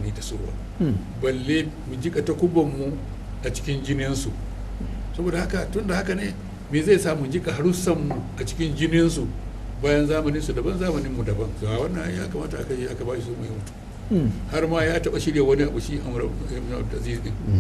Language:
Hausa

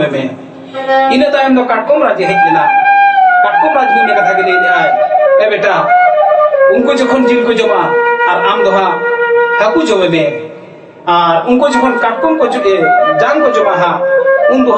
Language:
Santali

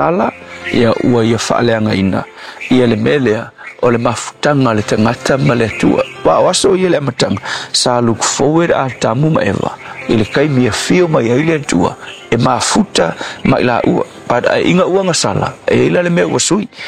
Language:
Samoan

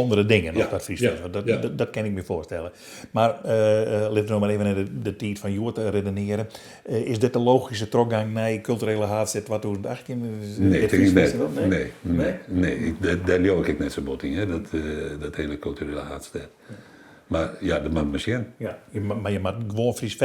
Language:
Western Frisian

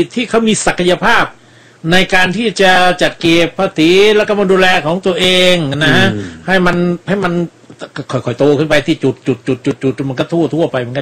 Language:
Thai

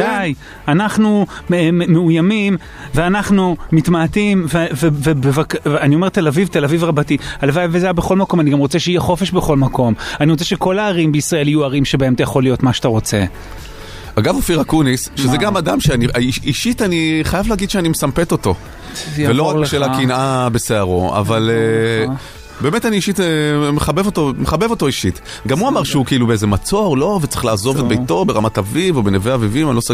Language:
Hebrew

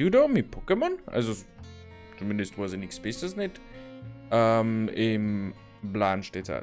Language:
Bavarian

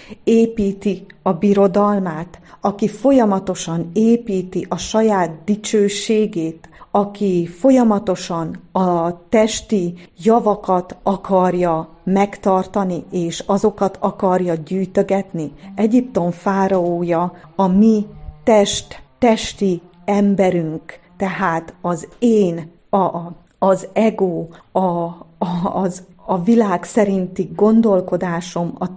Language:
Hungarian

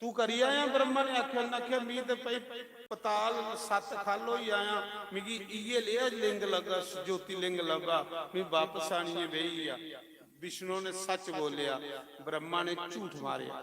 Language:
Dogri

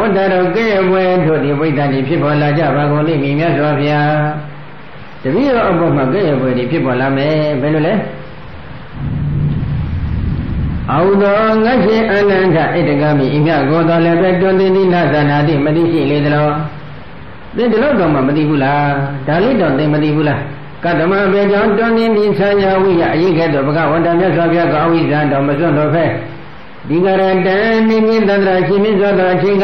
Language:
Burmese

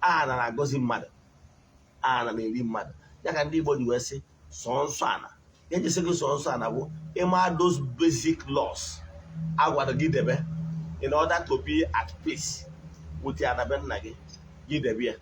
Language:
Igbo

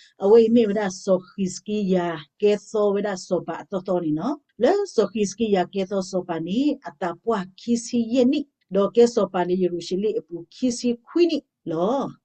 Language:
S'gaw Karen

